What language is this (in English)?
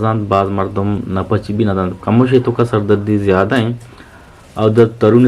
Eastern Balochi